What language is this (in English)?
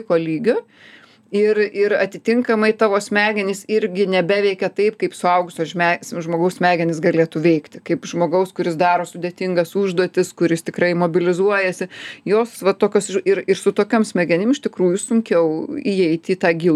Lithuanian